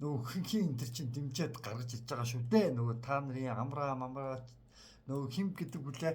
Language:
Mongolian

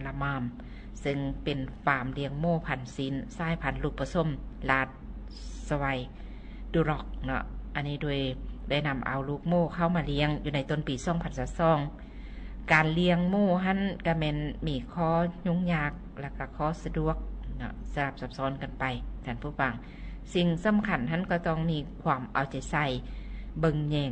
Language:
Lao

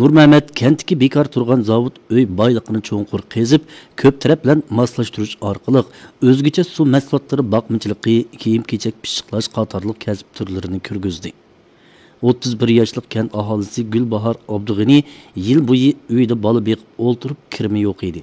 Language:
Uyghur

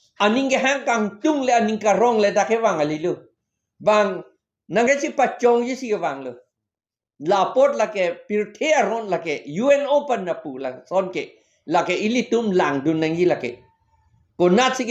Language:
Karbi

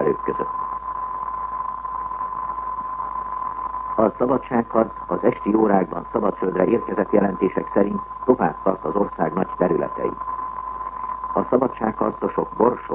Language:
Hungarian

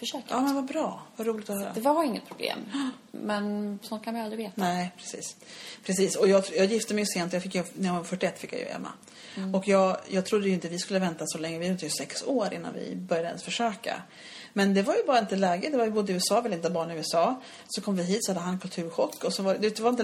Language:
Swedish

